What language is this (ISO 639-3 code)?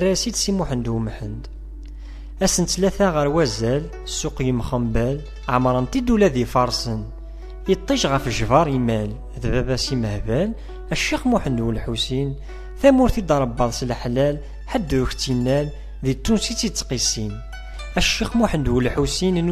kab